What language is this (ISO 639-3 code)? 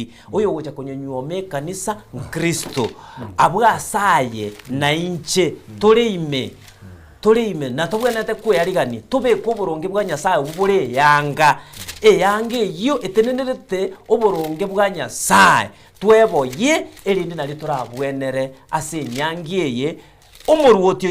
guz